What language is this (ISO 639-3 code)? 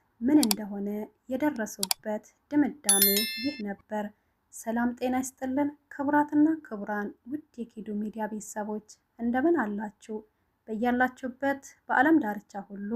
amh